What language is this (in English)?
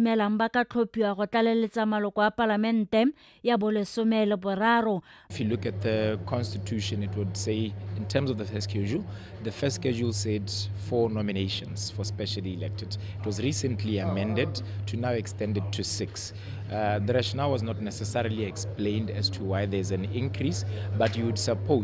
Tswana